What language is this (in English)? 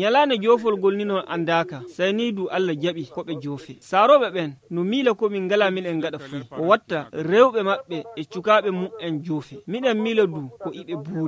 Nigerian Fulfulde